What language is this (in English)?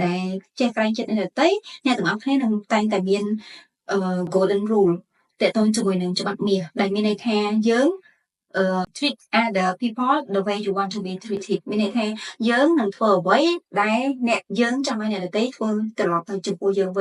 Khmer